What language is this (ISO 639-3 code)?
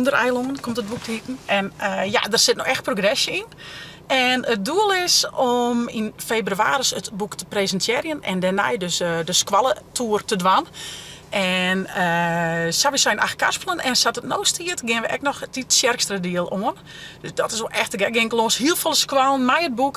fry